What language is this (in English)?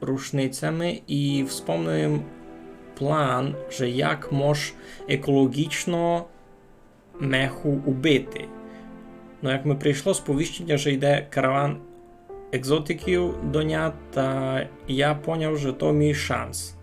Rusyn